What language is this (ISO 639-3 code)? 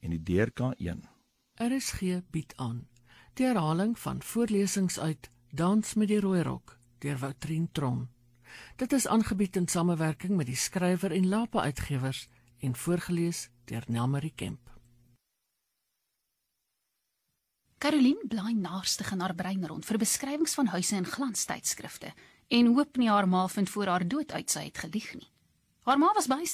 afr